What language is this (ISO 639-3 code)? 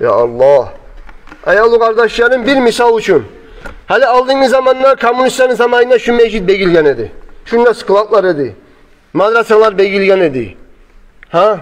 kum